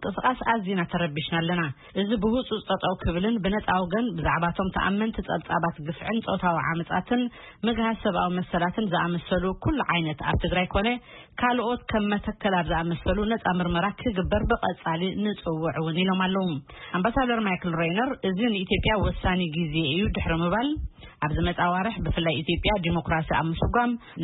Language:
Tigrinya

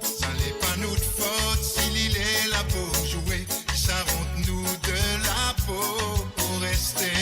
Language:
Morisyen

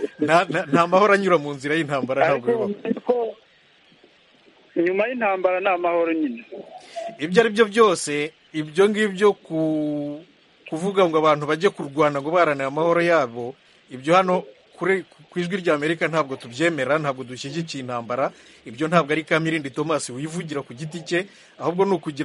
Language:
Kinyarwanda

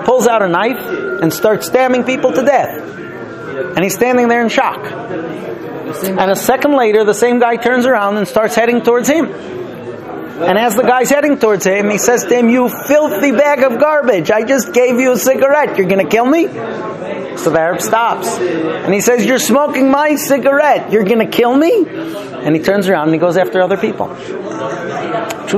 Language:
English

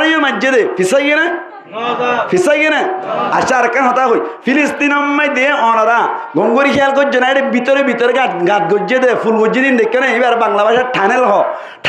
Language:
Rohingya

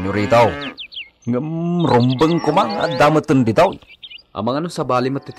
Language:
Iloko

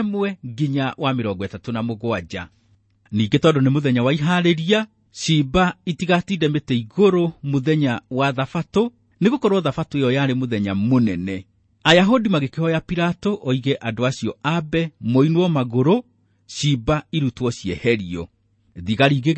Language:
Kikuyu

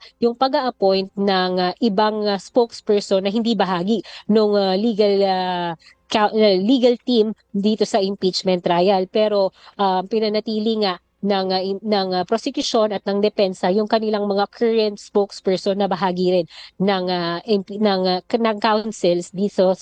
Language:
Filipino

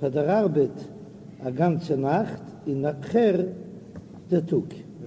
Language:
Yiddish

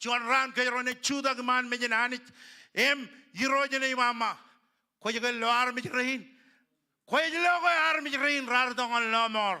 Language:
Marshallese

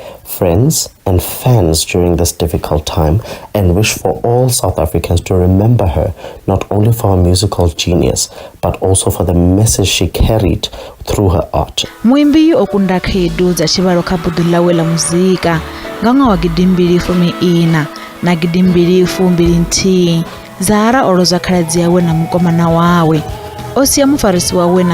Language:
Venda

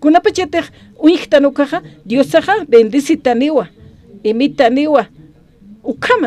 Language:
Aymara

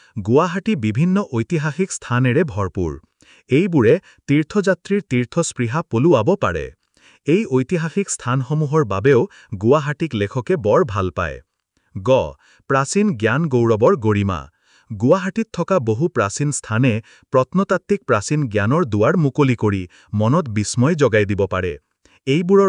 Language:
Assamese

